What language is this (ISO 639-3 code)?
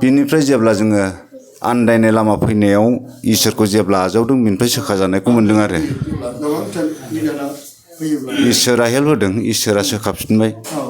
brx